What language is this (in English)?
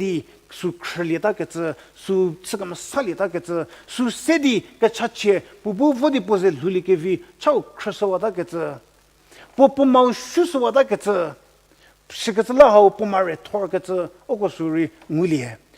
Angami Naga